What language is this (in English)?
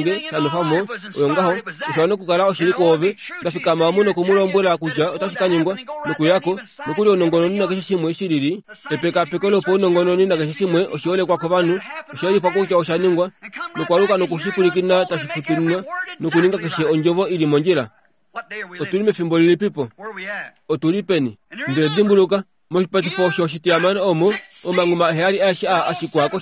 Kuanyama